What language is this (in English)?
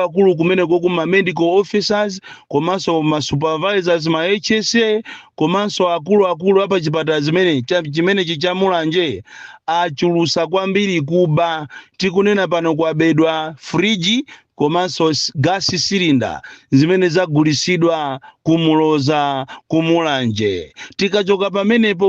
Nyanja